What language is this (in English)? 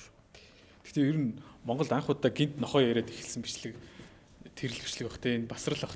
Mongolian